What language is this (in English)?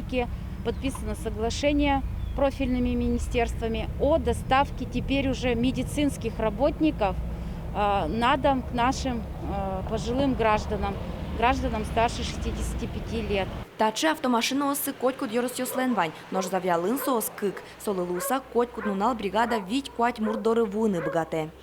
Udmurt